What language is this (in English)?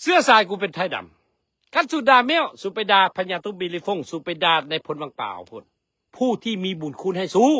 Lao